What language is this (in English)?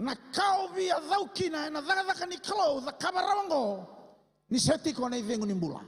Fijian